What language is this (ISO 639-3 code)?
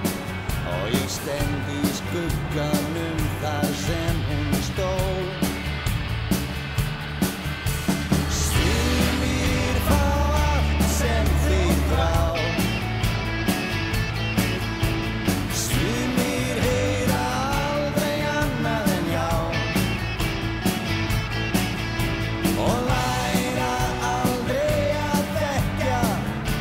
isl